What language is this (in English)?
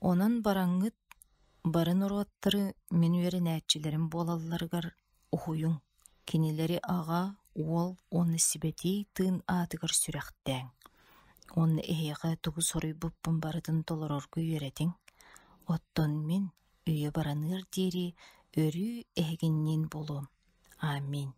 Yakut